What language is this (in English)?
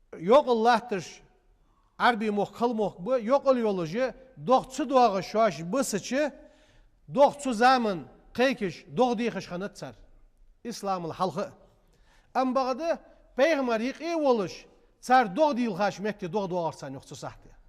Ingush